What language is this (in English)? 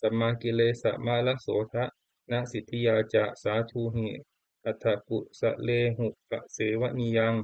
Pali